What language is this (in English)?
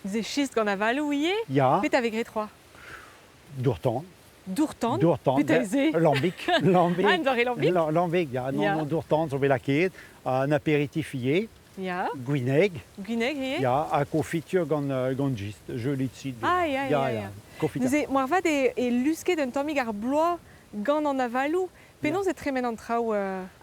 Breton